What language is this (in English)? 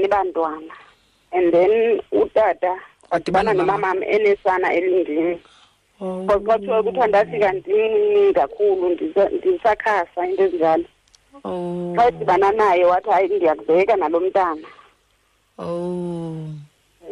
Xhosa